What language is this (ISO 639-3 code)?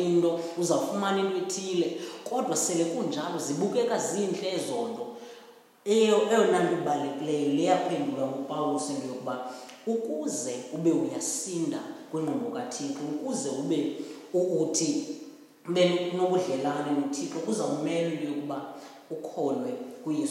xho